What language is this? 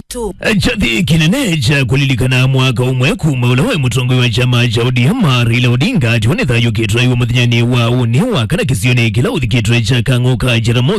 Kamba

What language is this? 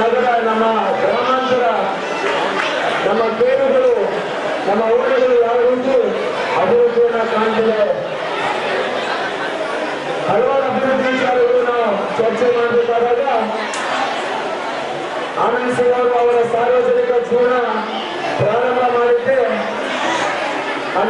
Kannada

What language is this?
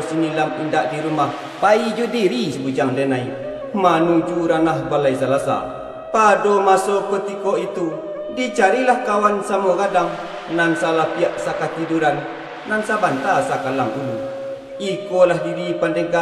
Minangkabau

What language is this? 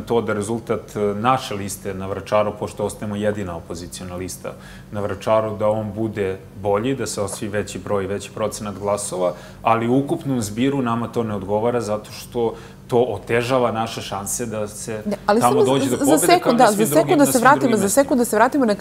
Serbian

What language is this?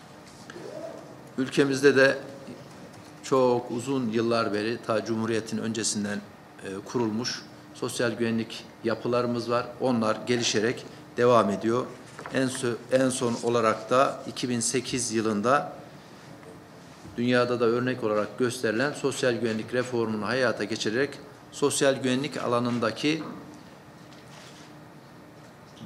Turkish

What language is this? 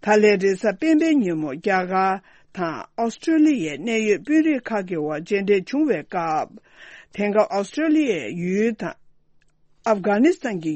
Tibetan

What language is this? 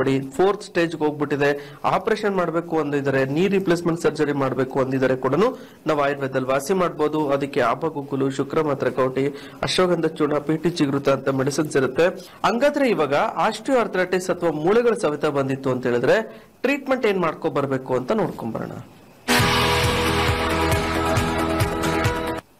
Kannada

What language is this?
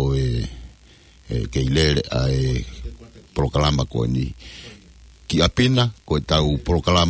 Tongan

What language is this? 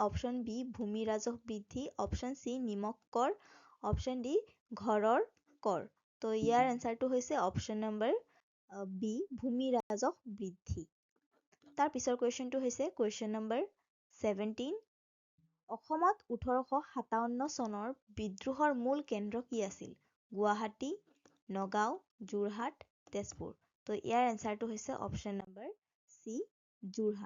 Assamese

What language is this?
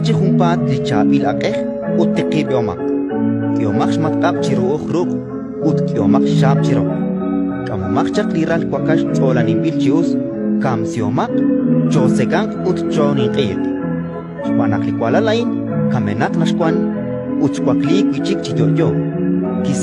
Kekchí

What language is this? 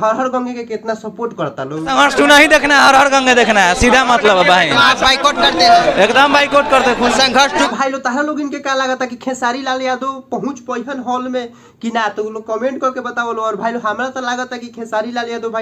Bhojpuri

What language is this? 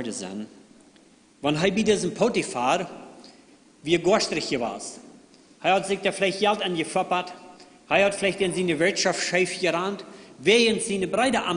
Plautdietsch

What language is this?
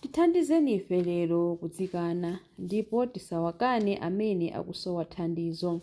Nyanja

